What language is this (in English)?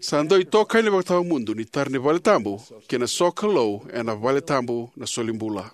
Fijian